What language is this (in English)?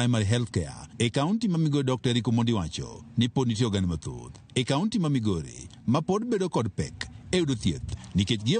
Luo (Kenya and Tanzania)